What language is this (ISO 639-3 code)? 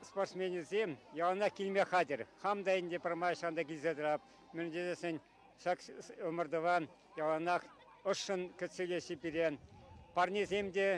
chv